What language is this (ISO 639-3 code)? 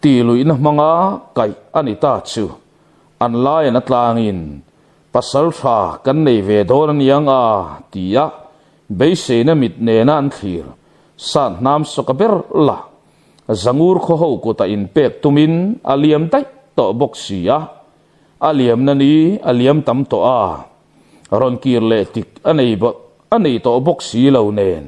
lus